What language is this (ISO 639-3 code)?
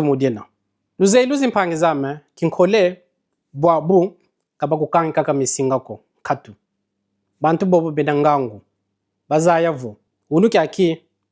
kon